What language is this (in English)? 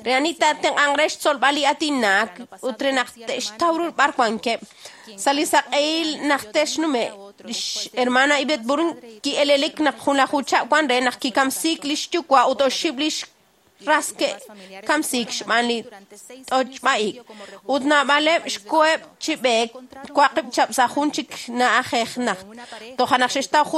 Kekchí